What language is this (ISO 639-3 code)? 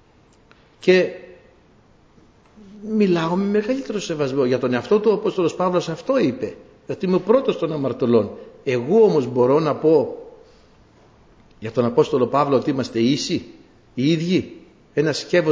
ell